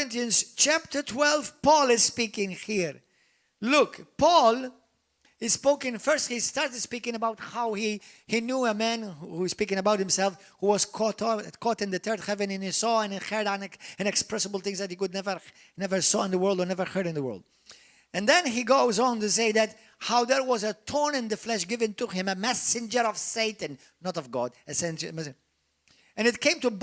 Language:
English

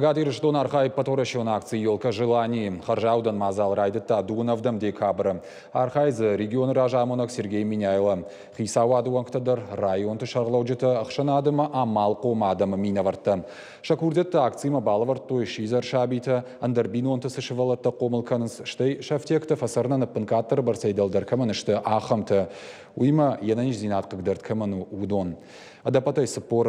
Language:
Ossetic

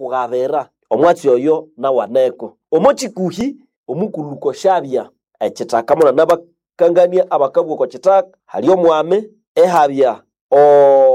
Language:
Nande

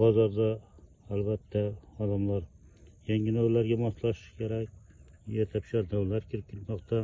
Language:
Uzbek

